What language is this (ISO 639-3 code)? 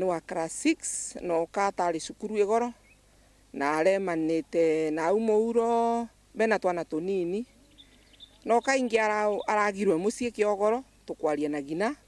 mer